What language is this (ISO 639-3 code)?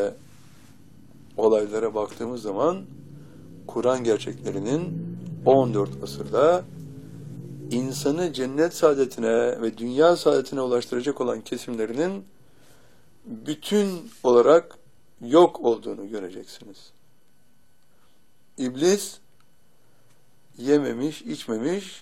tur